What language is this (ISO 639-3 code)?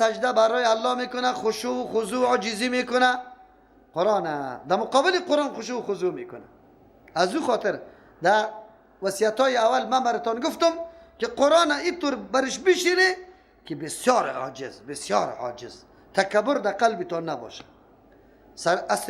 fas